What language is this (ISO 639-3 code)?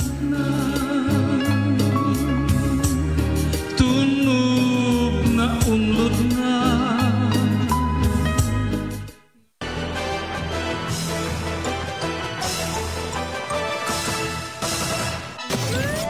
ceb